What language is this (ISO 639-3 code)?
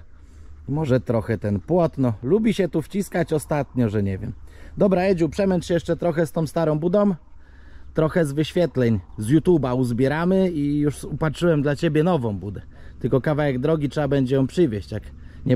pol